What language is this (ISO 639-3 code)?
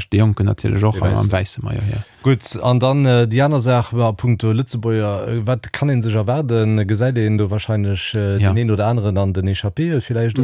ltz